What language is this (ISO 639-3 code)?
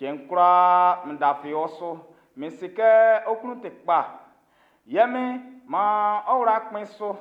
bci